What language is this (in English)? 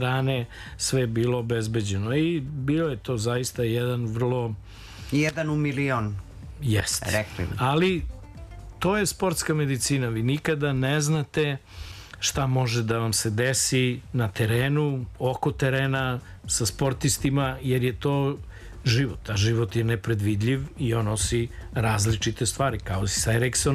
Serbian